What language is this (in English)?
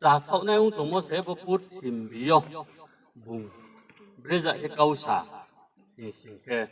Riang (India)